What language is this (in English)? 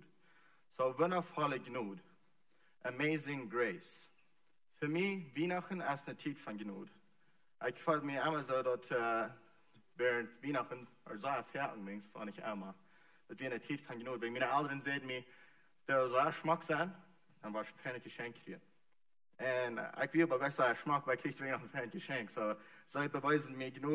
Plautdietsch